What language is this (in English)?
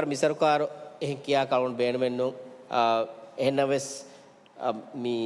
Divehi